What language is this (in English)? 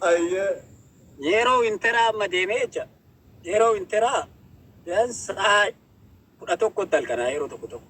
Oromo